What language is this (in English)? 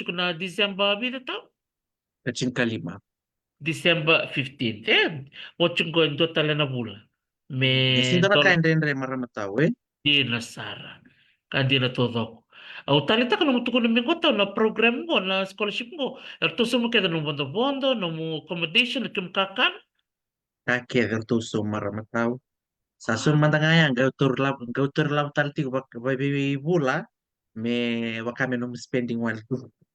Fijian